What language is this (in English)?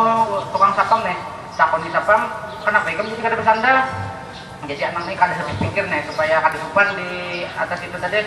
Banjar